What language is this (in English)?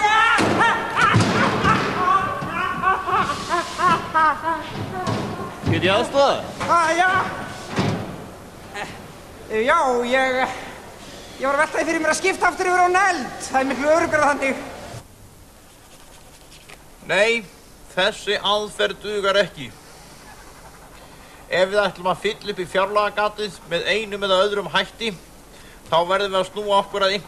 Icelandic